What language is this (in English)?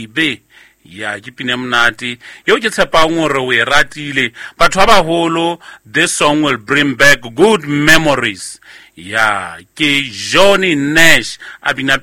Southern Sotho